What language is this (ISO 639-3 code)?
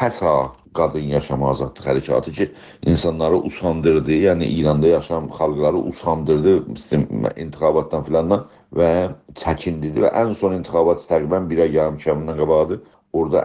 azb